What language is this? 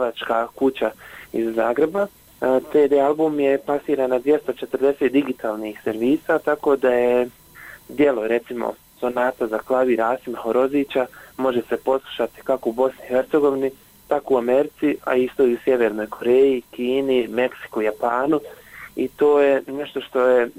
Bosnian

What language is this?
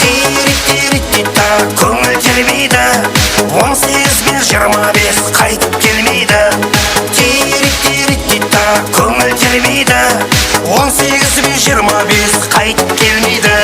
Kara-Kalpak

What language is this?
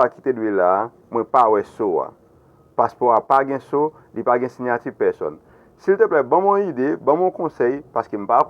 Haitian Creole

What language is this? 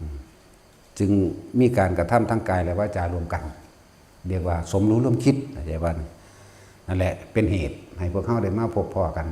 Northeastern Thai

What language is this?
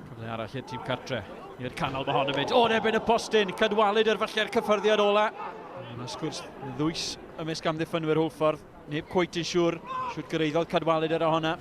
Welsh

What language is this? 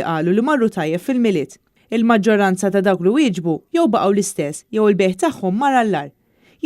Maltese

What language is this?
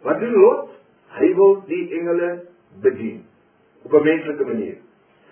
Afrikaans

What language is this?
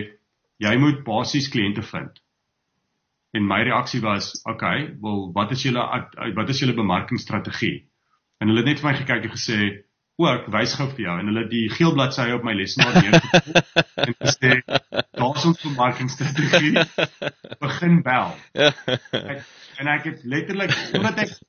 Afrikaans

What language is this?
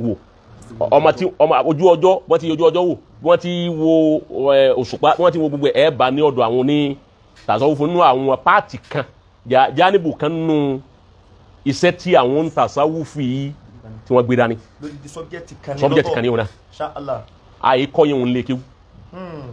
Yoruba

